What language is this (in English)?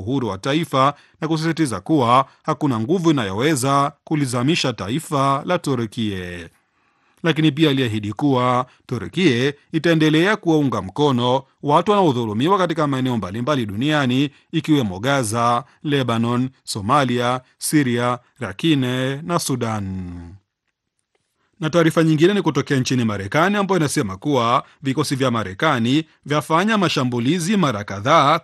Swahili